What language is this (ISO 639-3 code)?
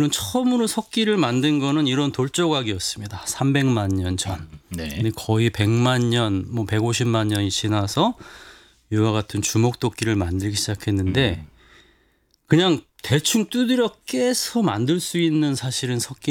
kor